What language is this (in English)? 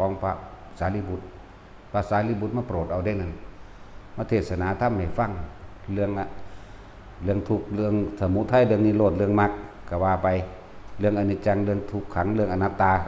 Northeastern Thai